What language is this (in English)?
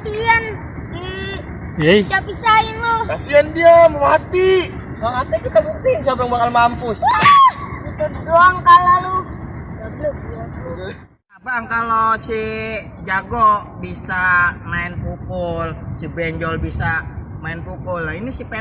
Betawi